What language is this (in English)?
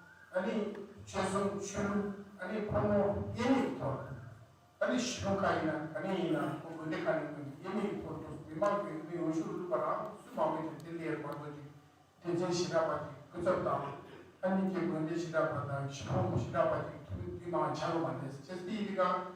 Tibetan